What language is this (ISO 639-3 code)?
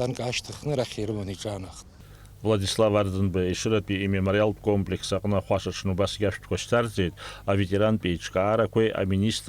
abk